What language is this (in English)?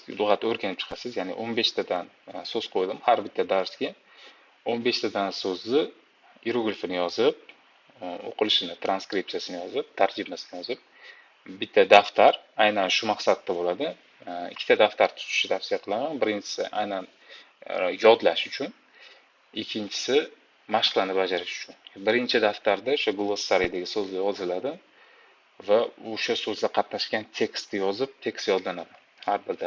Uzbek